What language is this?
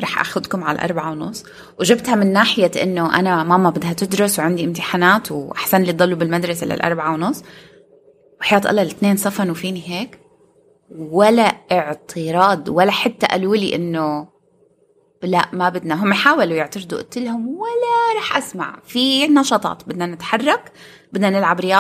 North Levantine Arabic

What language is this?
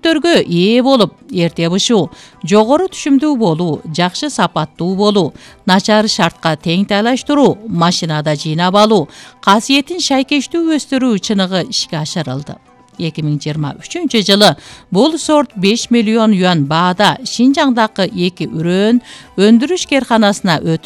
Kyrgyz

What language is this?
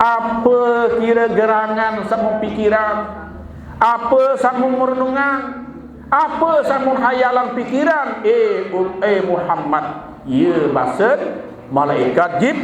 Sasak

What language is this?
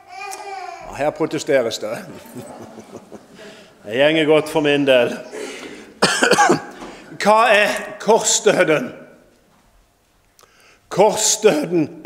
Norwegian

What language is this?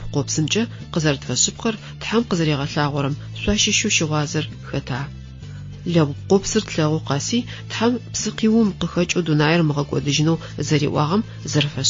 Adyghe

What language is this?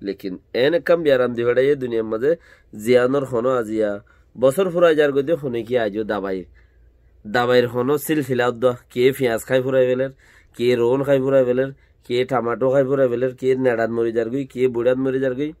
Rohingya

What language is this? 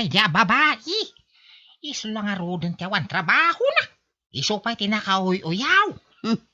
Iloko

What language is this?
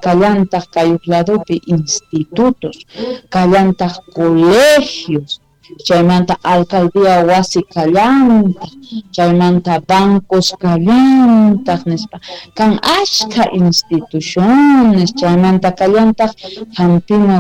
South Bolivian Quechua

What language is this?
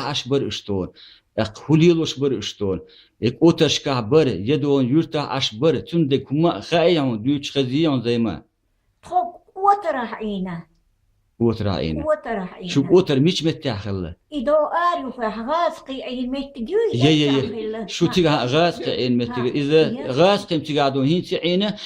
Chechen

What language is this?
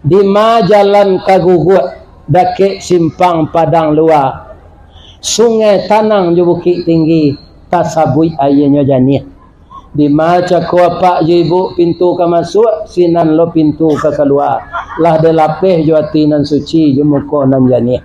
Minangkabau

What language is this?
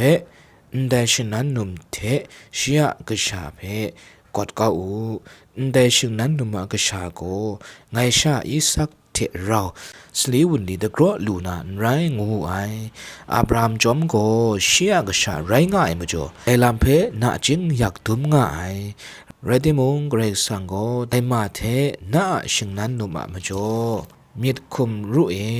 Kachin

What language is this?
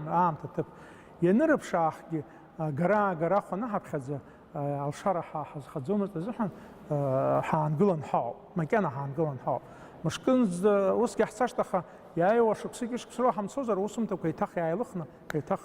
Abkhazian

